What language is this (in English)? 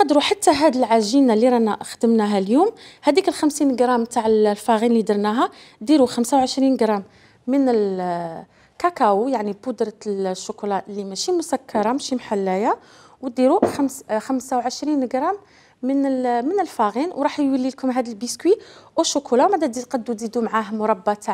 Algerian Arabic